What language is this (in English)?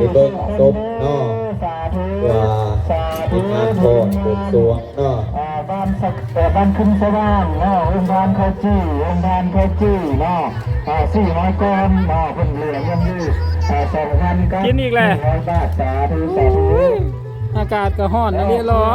Northeastern Thai